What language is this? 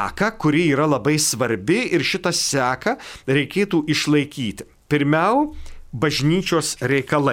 Lithuanian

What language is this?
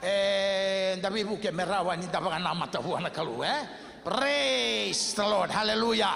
Fijian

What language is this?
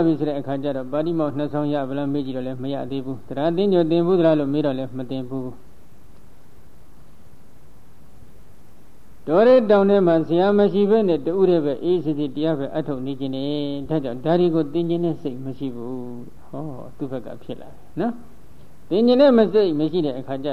Burmese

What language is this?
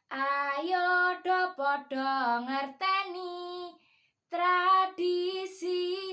Javanese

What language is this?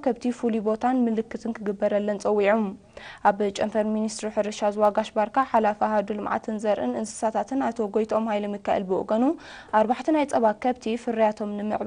Tigrinya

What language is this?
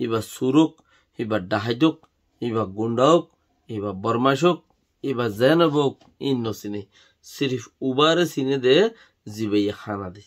Rohingya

